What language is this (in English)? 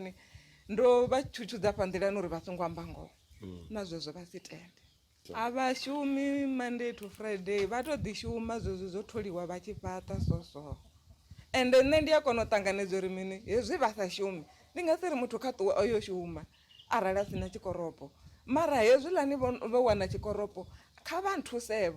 Venda